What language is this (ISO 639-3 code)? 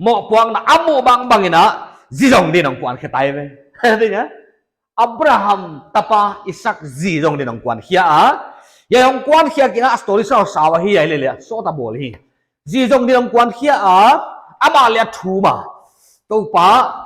pck